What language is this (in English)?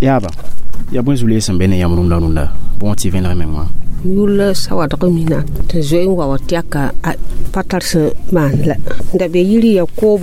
Mossi